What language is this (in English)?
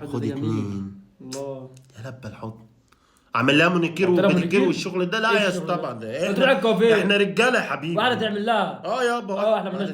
Egyptian Arabic